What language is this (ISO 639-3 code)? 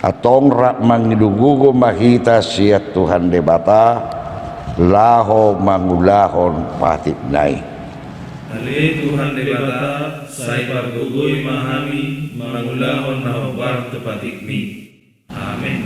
bbc